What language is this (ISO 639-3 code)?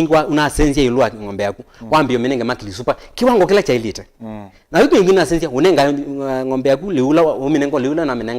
kam